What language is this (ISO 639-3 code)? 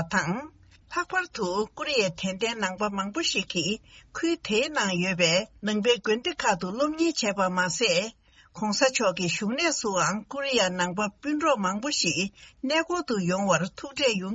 bod